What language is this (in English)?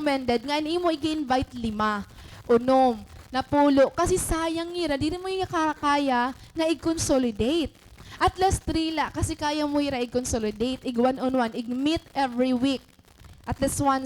Waray